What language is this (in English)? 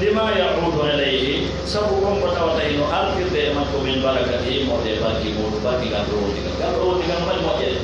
Fula